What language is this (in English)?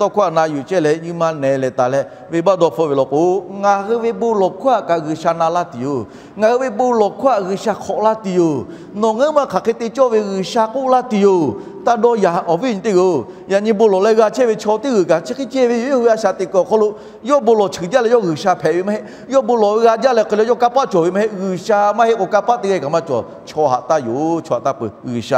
Lahu